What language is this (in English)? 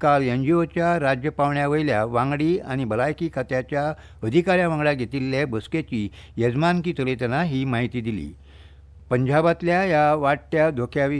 Konkani